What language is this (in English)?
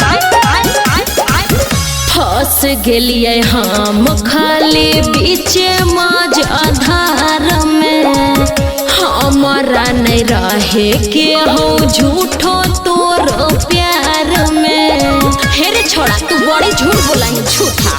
Magahi